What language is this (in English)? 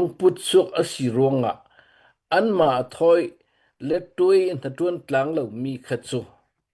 Hakha Chin